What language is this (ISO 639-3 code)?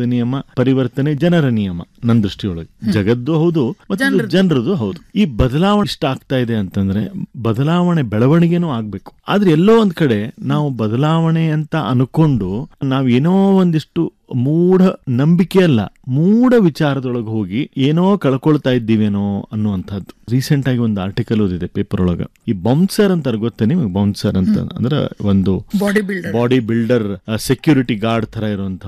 kan